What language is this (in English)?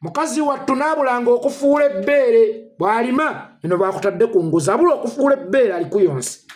Ganda